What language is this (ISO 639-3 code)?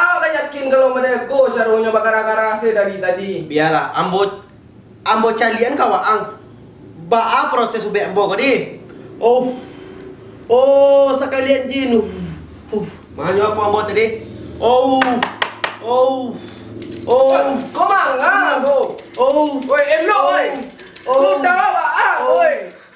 min